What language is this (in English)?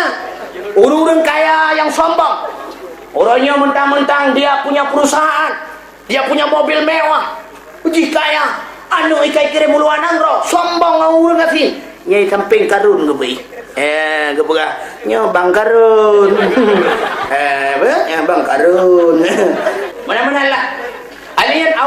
Achinese